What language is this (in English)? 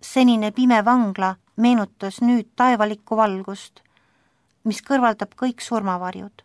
Estonian